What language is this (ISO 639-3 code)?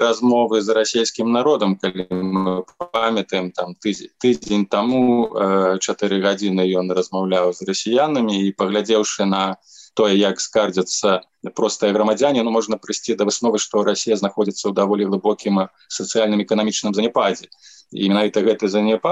bel